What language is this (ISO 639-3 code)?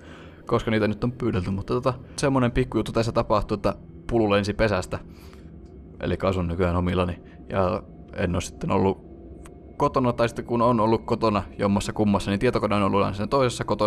fin